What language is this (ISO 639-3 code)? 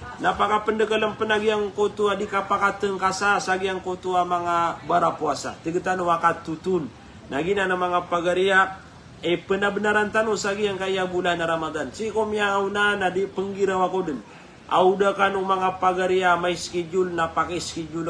mrw